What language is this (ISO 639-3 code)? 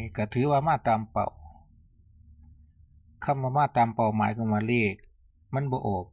lao